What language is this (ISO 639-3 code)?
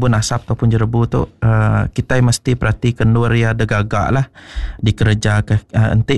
iba